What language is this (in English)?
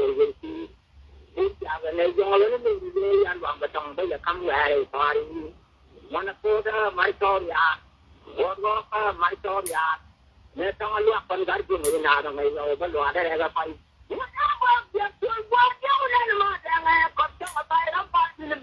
Nuer